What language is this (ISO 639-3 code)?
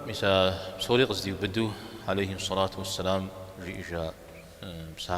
kbd